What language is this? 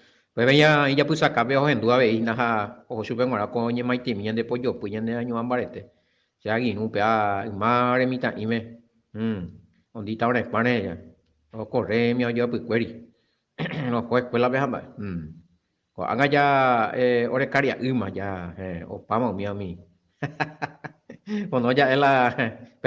Guarani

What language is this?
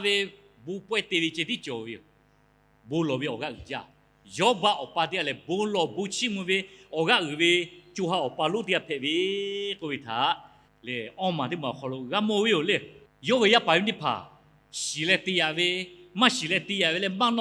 Lahu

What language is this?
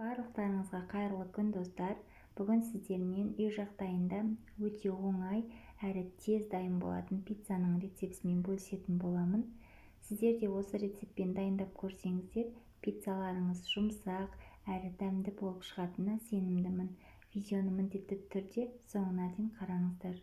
Kazakh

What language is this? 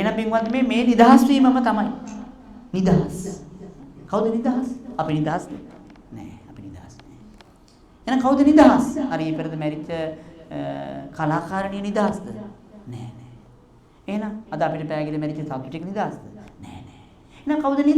Sinhala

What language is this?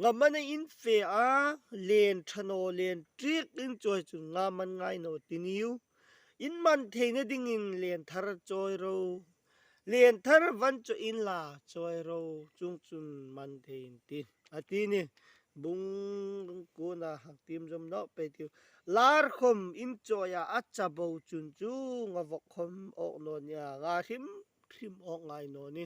Hmar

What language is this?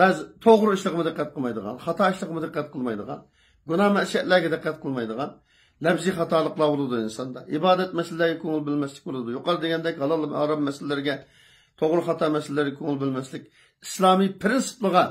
Uyghur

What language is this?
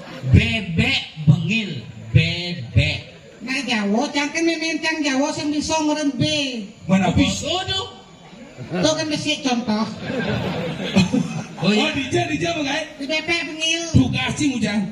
Balinese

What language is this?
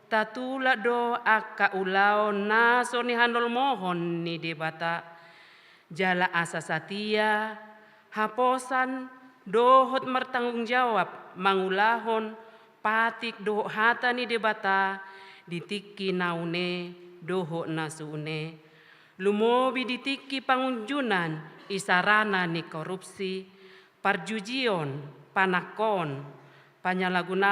Batak Toba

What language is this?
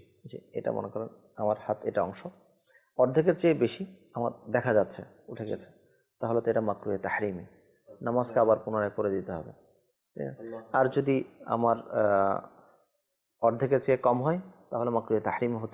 Bangla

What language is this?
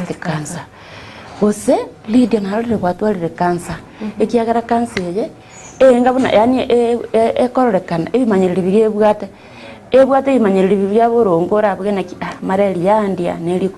Gusii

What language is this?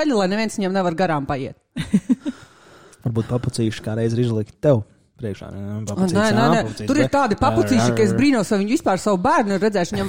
Latvian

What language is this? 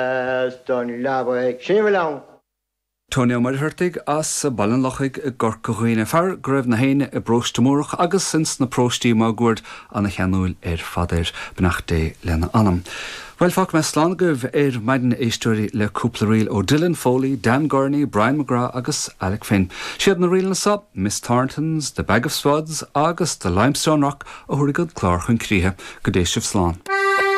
Irish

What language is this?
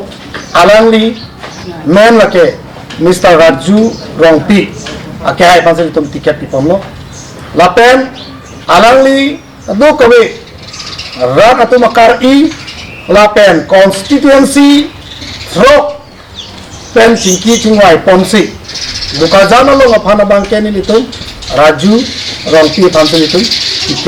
Karbi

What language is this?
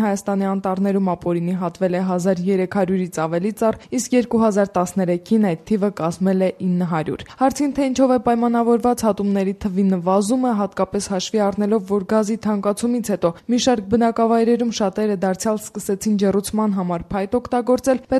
Armenian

